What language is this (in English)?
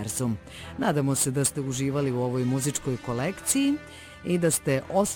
Serbian